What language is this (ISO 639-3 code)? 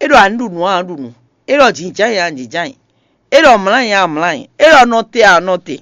fon